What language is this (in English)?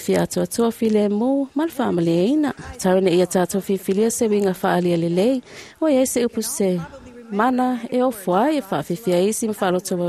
Samoan